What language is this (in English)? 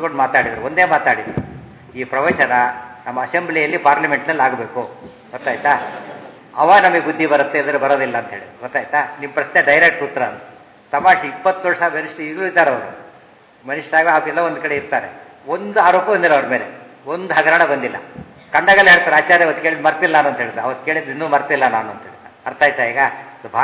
Kannada